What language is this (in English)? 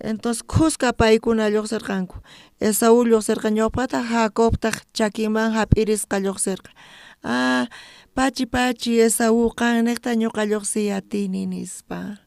South Bolivian Quechua